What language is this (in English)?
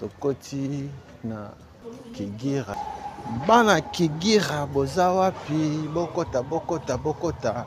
Lingala